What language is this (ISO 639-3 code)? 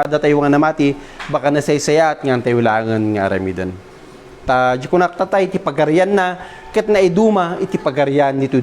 ilo